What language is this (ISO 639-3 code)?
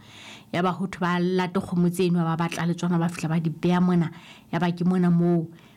sot